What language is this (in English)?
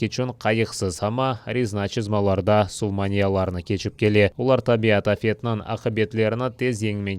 Crimean Tatar